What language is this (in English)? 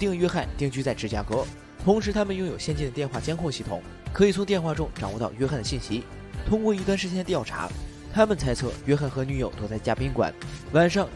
Chinese